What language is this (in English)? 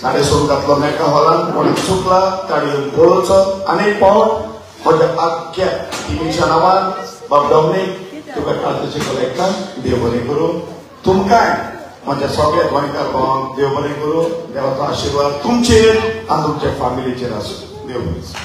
Konkani